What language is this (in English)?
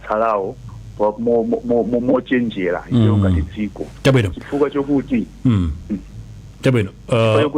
Nyanja